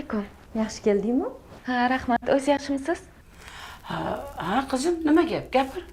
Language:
Uzbek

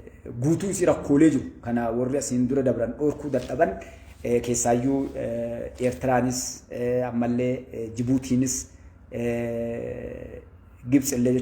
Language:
Oromo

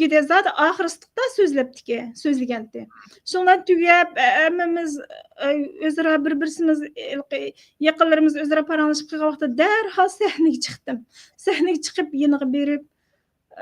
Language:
Uyghur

